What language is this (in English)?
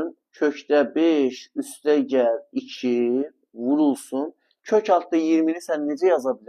Azerbaijani